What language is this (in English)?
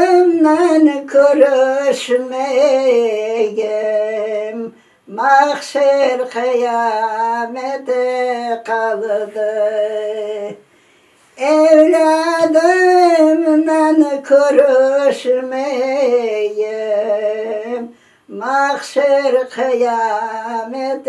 Crimean Tatar